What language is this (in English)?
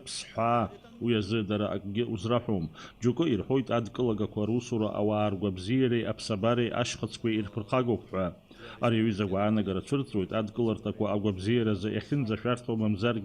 Abkhazian